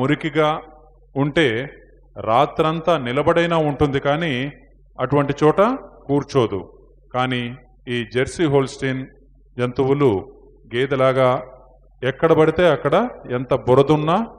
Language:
Telugu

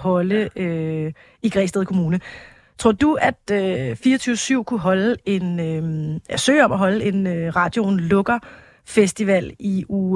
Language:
Danish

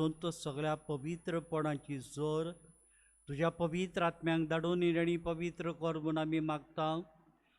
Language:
Konkani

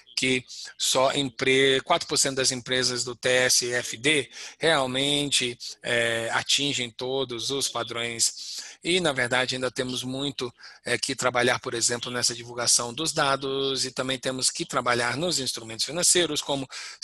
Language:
Portuguese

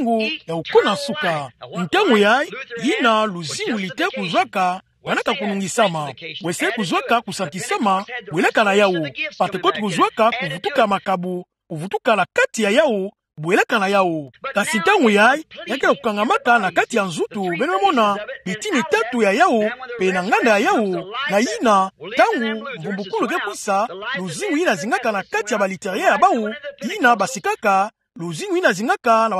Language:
Kituba (Democratic Republic of Congo)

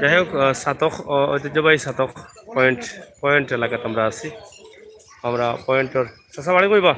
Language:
Sylheti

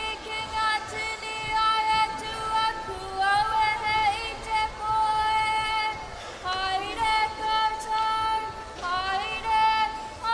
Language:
Māori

